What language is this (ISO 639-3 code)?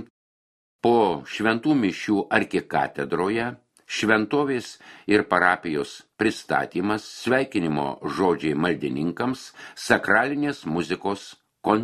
lit